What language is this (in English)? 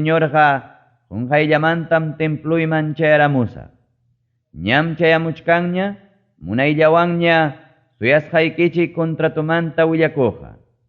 Ayacucho Quechua